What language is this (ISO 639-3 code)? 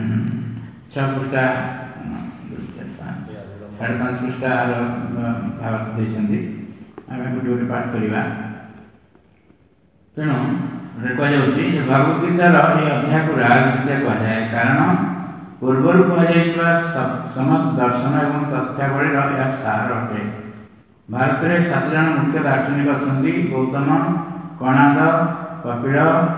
ori